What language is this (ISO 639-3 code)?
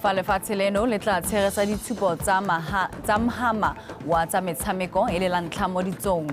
tsn